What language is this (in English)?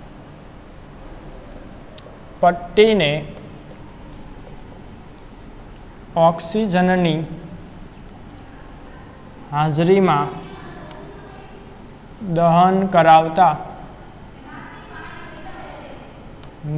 Gujarati